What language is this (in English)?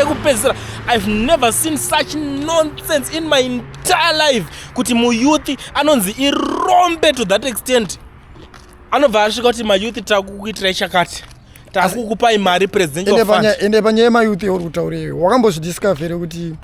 Shona